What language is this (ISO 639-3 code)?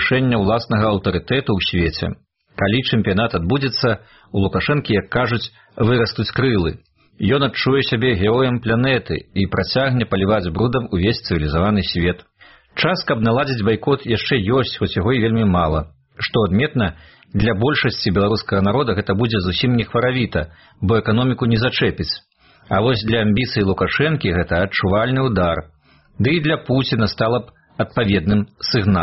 bel